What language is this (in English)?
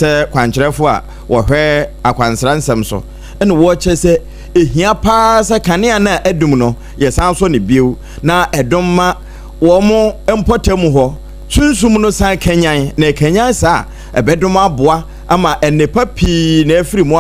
Akan